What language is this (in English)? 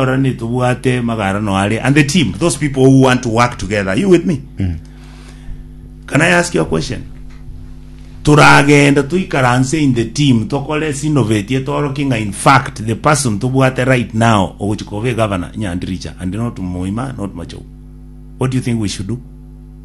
Gusii